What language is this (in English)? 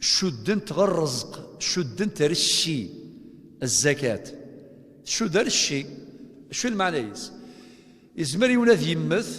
Kabyle